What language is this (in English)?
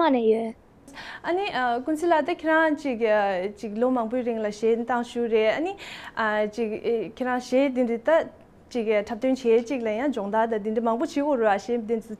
Tibetan